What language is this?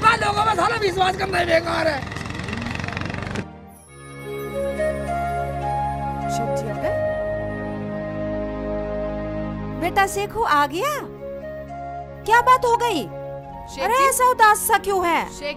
Hindi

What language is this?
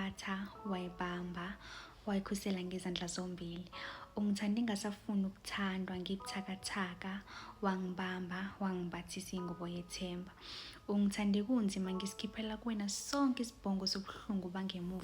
Zulu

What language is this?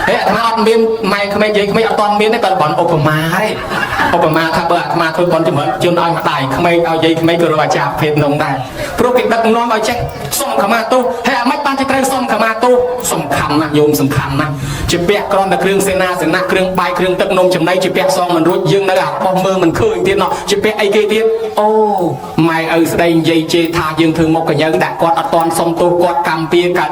Khmer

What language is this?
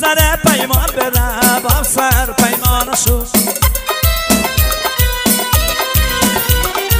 Persian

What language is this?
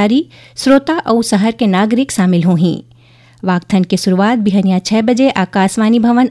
Chhattisgarhi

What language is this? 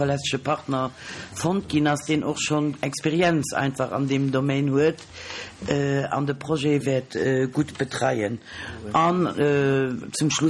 Luxembourgish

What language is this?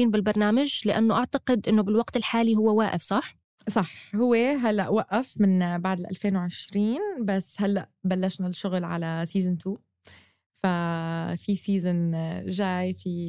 North Levantine Arabic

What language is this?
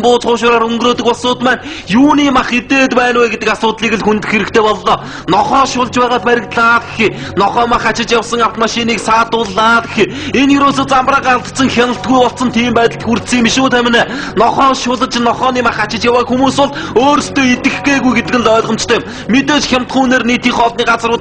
Mongolian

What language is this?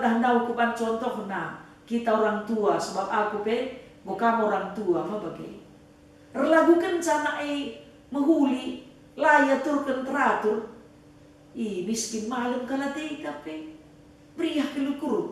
Batak Karo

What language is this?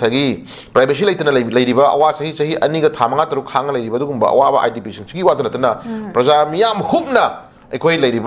Manipuri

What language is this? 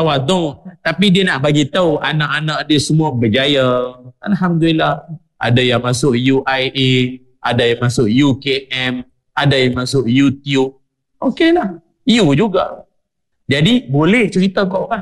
Malay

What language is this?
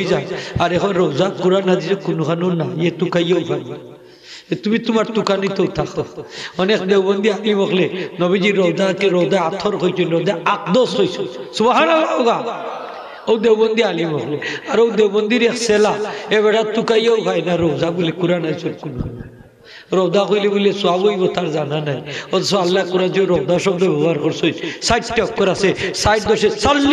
Sylheti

